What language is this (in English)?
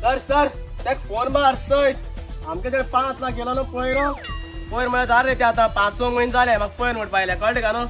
Konkani